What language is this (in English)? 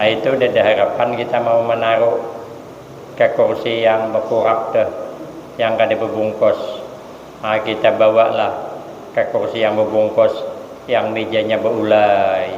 Banjar